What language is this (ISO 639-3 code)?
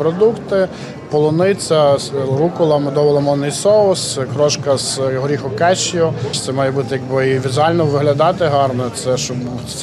ukr